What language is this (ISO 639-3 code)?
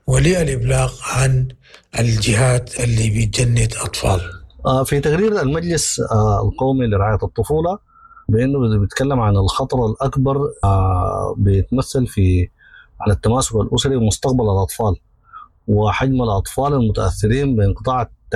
apd